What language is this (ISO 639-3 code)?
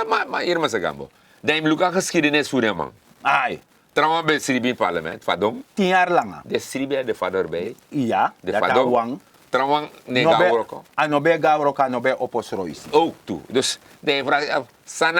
srn